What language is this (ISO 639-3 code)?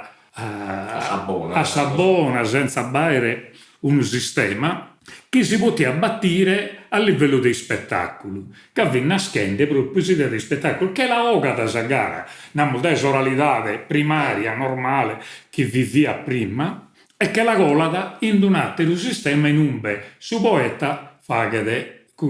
srd